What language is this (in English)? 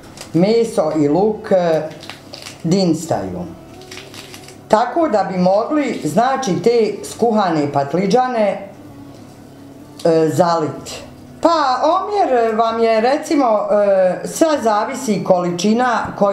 Bosnian